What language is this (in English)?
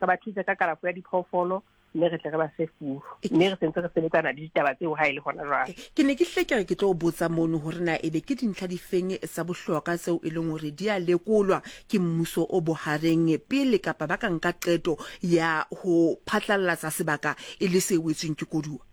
Southern Sotho